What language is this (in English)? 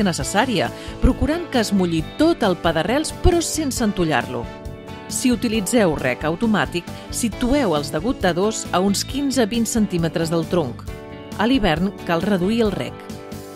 Catalan